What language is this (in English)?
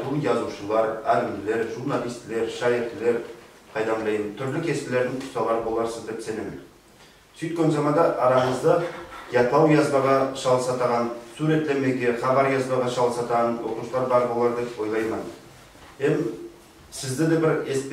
Nogai